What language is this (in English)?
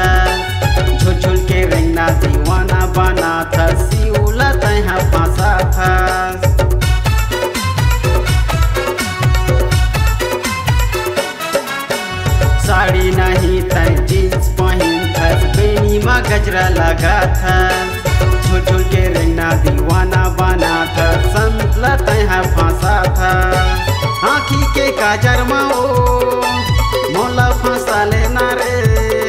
Chhattisgarhi